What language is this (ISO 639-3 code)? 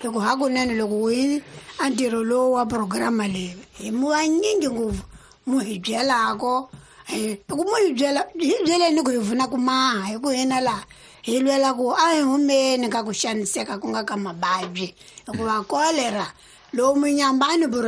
tso